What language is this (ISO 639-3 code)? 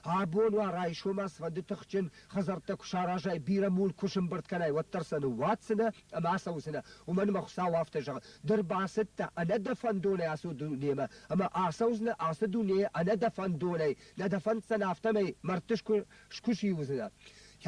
oss